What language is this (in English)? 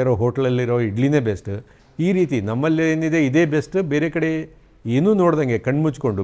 Kannada